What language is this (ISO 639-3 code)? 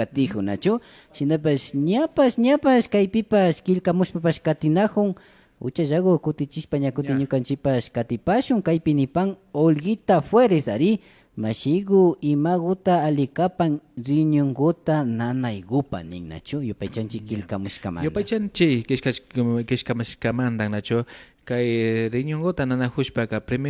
qvi